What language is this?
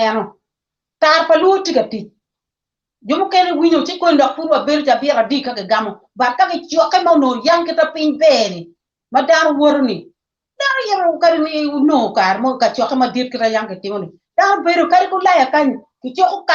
Acoli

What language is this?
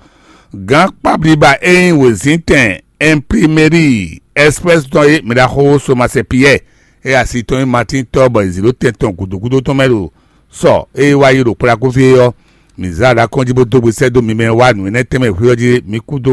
Fon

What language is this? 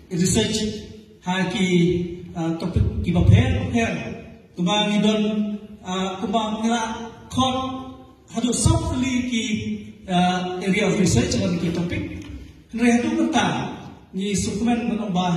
Khasi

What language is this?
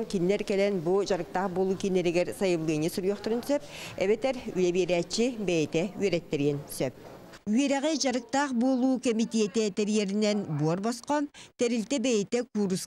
Yakut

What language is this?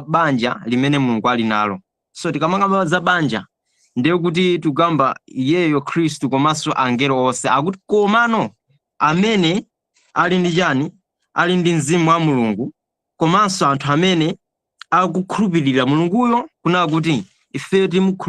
Nyanja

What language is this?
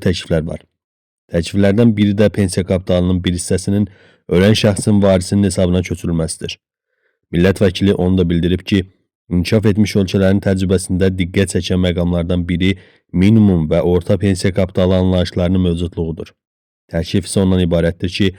Azerbaijani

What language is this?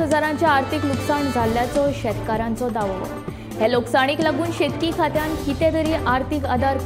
Konkani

